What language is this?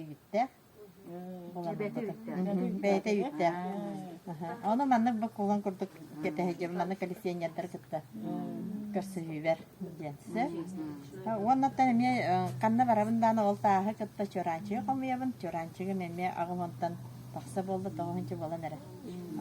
Yakut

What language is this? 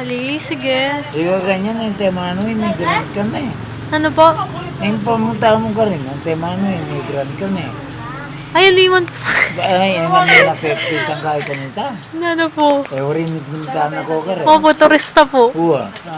Pampanga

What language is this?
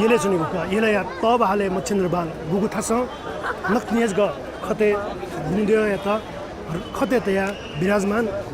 Newari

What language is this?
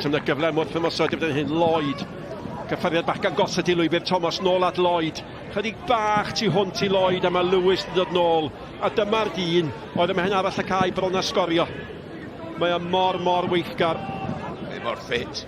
Welsh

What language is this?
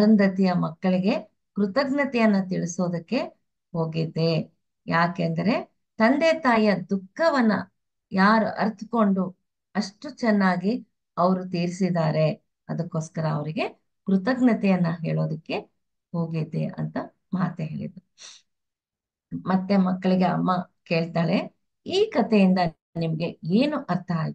Kannada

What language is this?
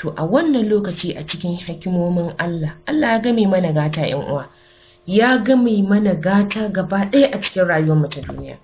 Hausa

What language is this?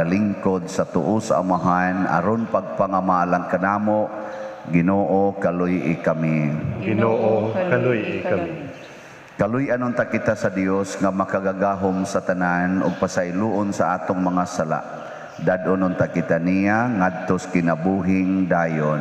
Cebuano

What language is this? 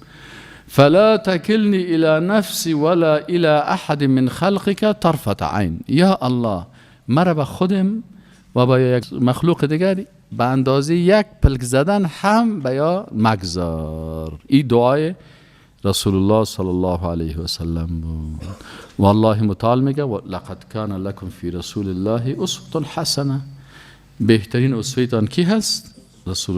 Persian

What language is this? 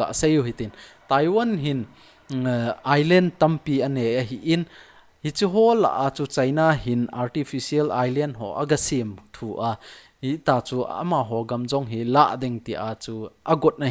Thado Chin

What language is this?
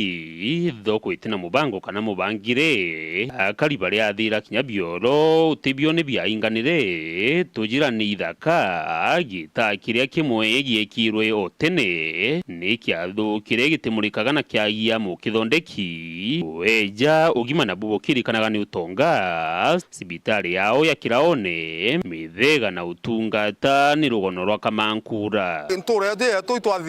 Meru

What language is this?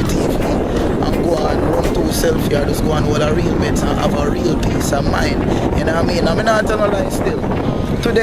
Jamaican Creole English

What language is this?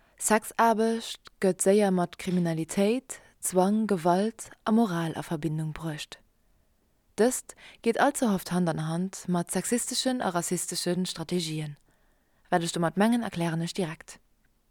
Luxembourgish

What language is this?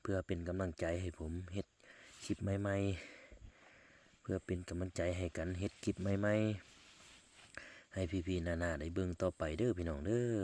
Northeastern Thai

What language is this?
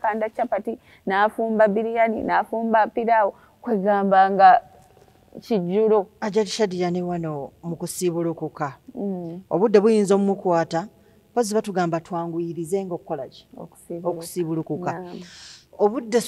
Ganda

